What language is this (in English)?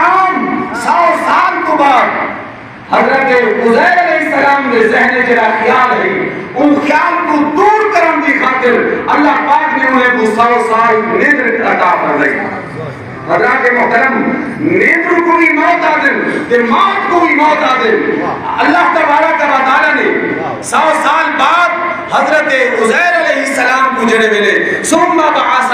Saraiki